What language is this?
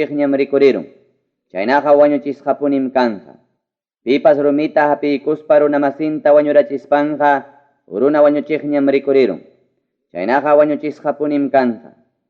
Ayacucho Quechua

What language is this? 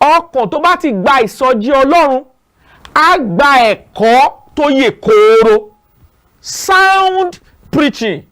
Yoruba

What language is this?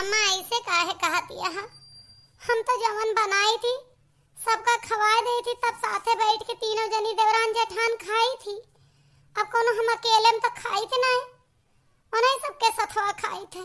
Awadhi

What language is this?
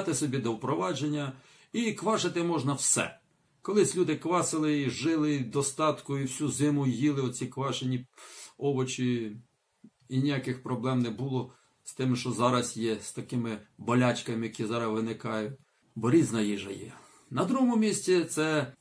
Ukrainian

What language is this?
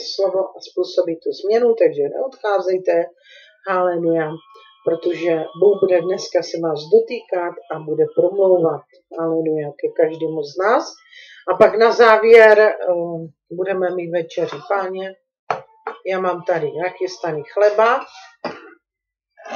Czech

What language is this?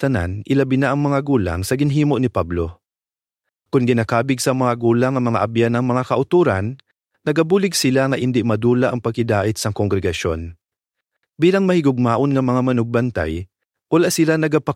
Hiligaynon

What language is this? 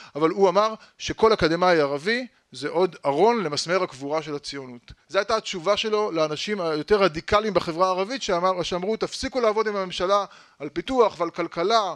Hebrew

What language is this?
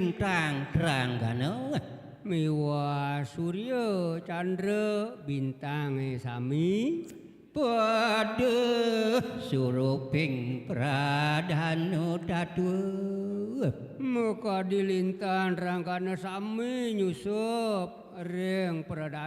Balinese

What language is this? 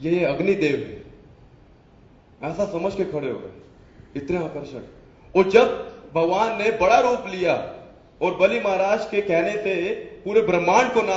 Hindi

